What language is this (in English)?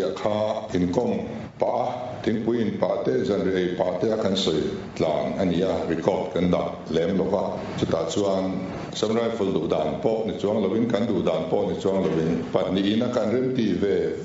Mizo